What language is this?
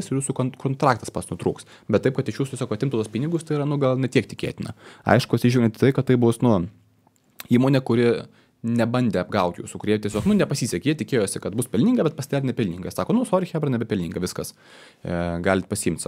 Lithuanian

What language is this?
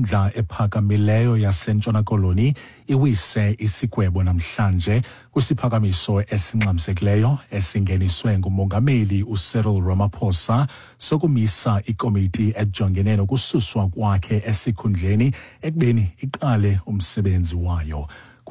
Xhosa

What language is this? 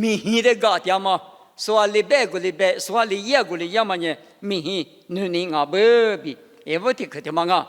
Lisu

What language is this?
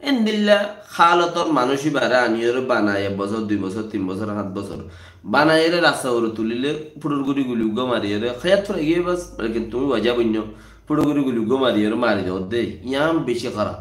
Rohingya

